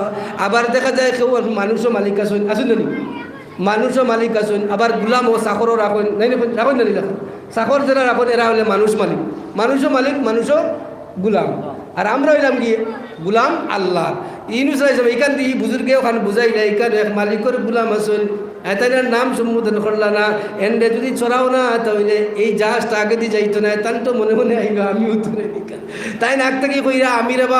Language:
Sylheti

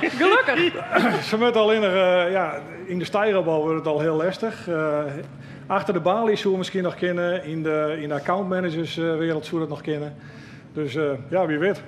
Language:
Western Frisian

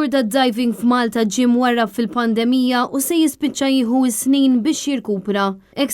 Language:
Maltese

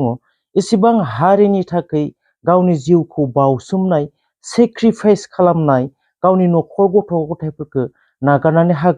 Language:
Bodo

